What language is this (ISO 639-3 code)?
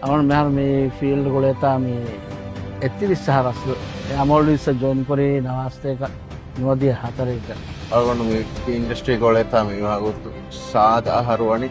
div